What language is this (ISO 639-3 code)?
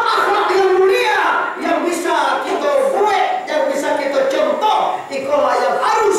min